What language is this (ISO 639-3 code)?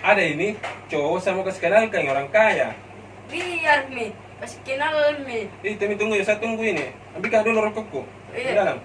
mfp